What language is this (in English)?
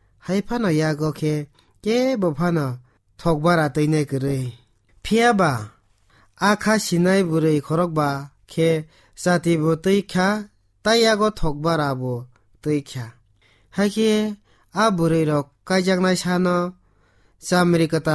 Kok Borok